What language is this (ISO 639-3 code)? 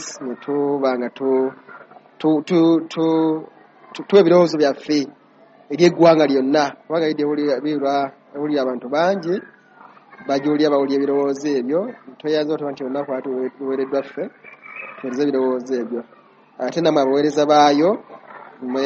lug